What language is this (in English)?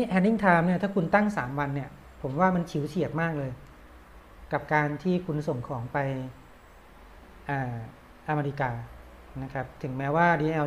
Thai